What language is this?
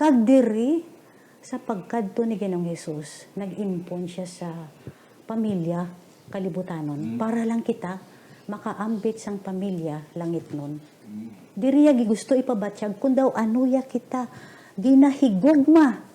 Hiligaynon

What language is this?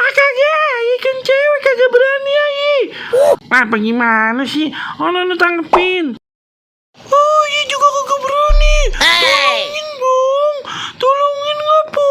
Betawi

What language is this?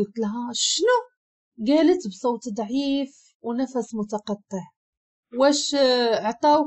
Moroccan Arabic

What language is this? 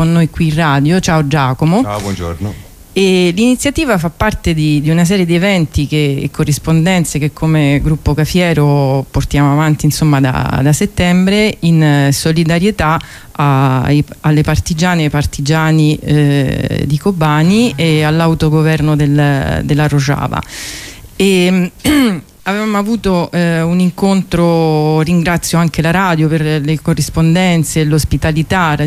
Italian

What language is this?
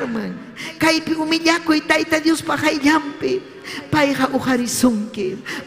Ayacucho Quechua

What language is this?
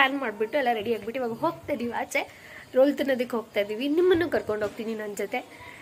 Kannada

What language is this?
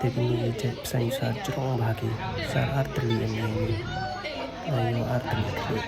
Pnar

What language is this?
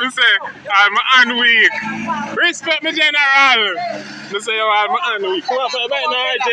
Jamaican Creole English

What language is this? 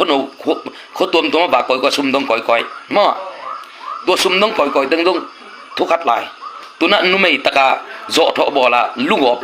Tedim Chin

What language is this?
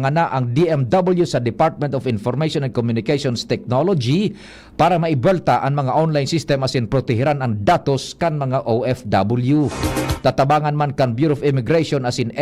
Bikol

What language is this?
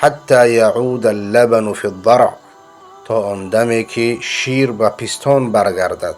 Persian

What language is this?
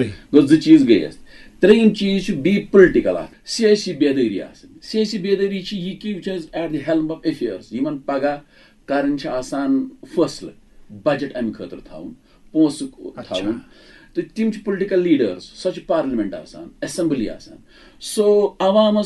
Kashmiri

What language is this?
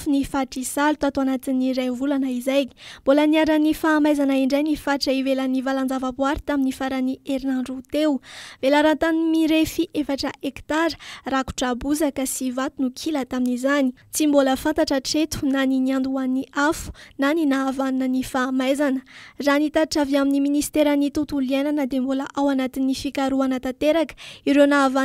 Malagasy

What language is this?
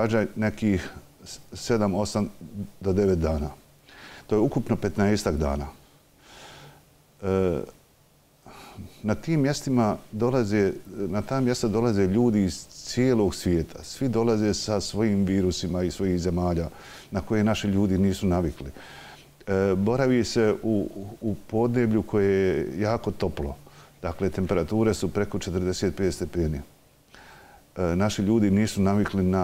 Bosnian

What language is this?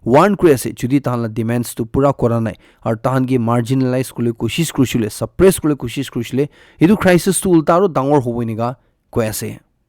Naga Pidgin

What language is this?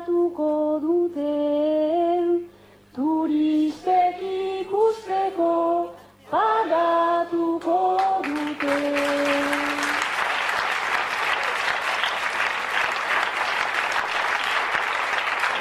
Basque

